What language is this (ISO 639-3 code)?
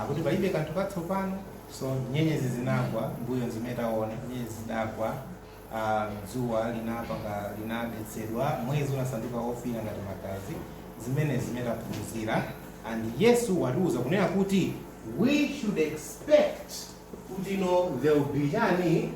nya